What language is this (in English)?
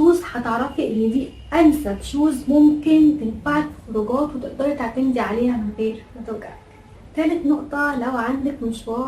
Egyptian Arabic